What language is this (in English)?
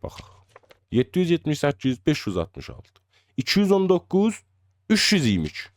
South Azerbaijani